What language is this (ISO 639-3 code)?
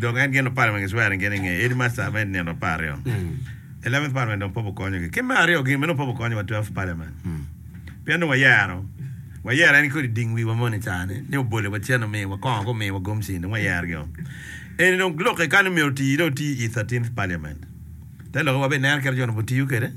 ach